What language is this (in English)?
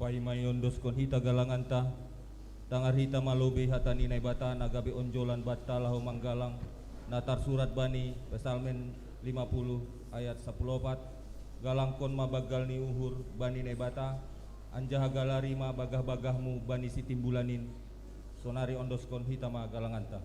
Batak Simalungun